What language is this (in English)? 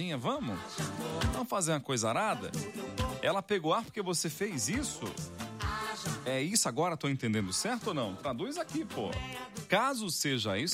Portuguese